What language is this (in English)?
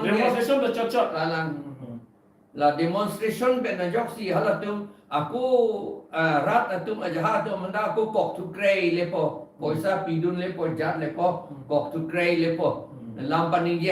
Karbi